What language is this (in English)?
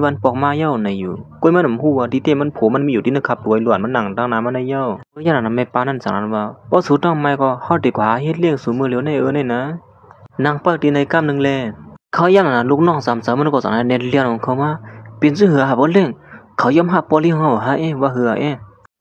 Shan